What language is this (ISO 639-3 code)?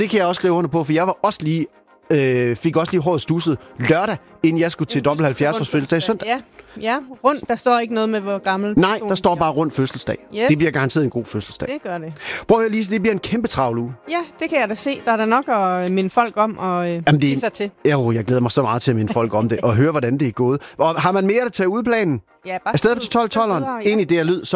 dan